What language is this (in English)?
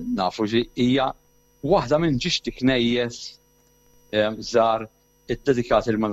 Maltese